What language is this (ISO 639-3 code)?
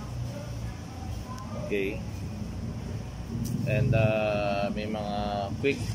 fil